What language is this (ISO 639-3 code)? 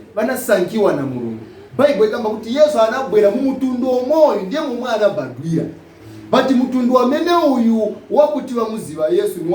nya